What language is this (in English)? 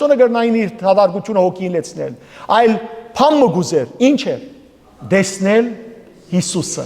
Western Armenian